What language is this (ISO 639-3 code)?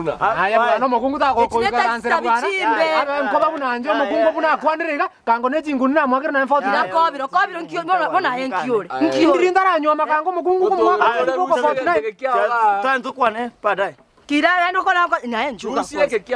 guz